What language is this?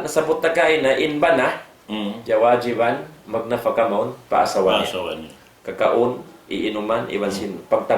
Tausug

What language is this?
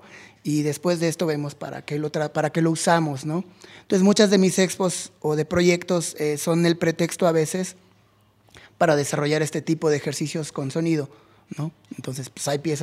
Spanish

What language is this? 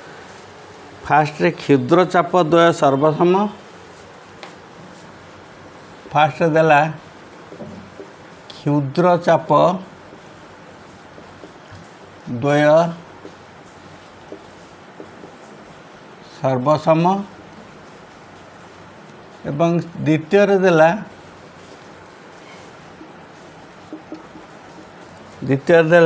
Odia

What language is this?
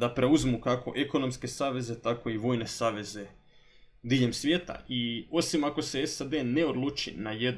Croatian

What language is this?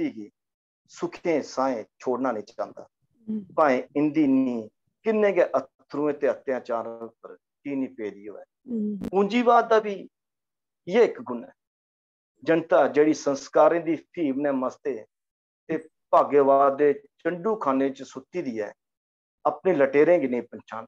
Dogri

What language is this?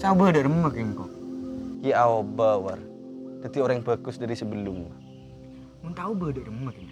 Madurese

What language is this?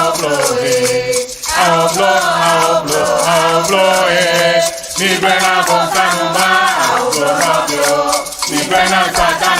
Ewe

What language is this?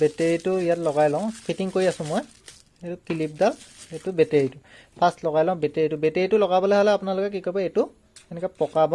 Assamese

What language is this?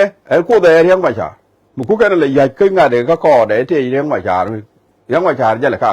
Nuer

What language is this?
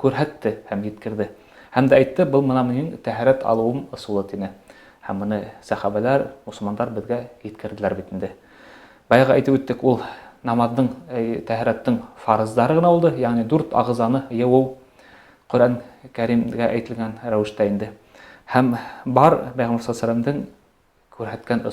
Bashkir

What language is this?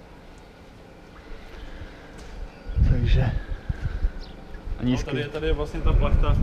Czech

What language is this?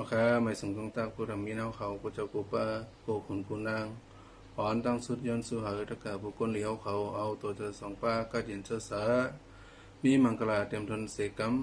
Shan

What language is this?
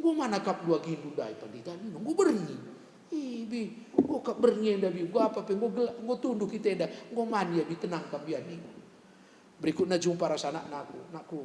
Batak Karo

